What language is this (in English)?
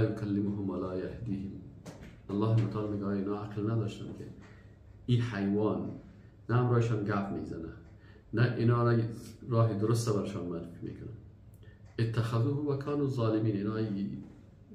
Persian